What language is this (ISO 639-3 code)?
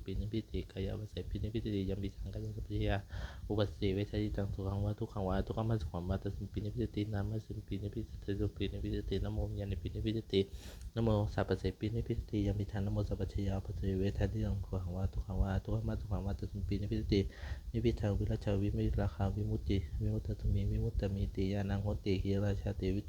pli